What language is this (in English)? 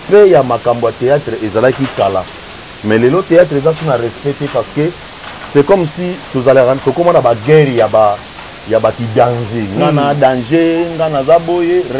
Lingala